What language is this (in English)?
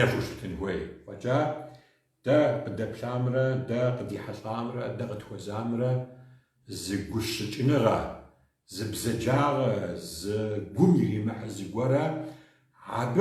Kabardian